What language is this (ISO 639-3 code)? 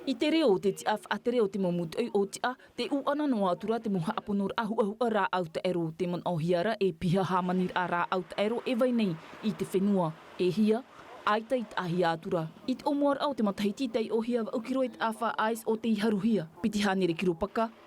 tah